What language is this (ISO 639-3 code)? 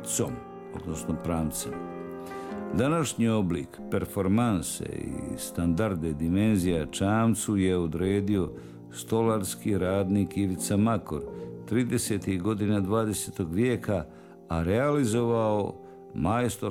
bos